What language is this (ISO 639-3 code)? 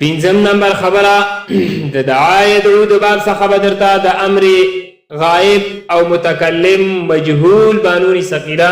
pus